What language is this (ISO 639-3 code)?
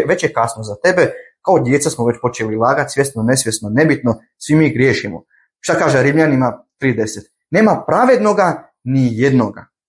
bos